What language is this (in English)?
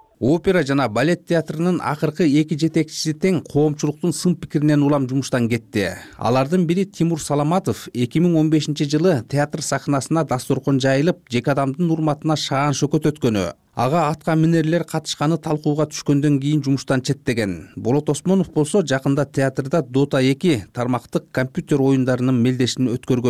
Kyrgyz